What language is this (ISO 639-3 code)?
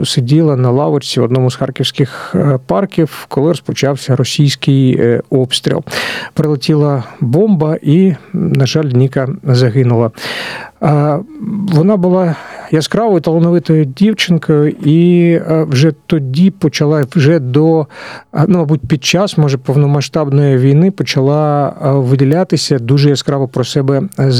ukr